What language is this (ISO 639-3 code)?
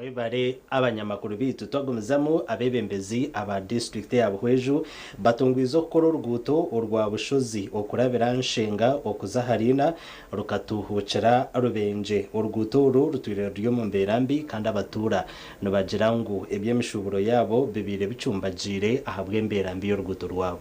nyn